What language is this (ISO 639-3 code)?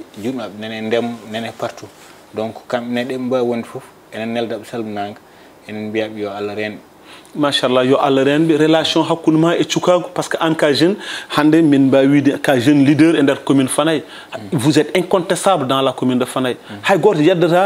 ful